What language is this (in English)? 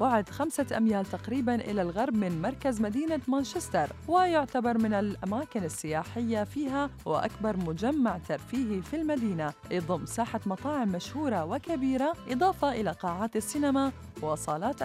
Arabic